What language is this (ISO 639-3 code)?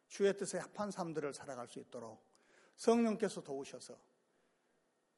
kor